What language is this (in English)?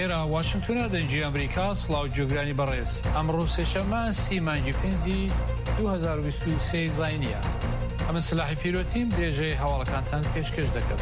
Central Kurdish